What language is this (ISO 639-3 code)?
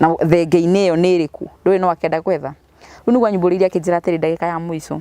kik